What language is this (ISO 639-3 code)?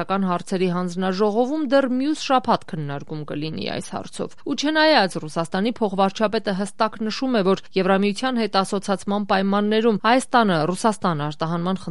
hye